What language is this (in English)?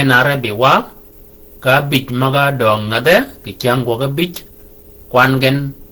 Shilluk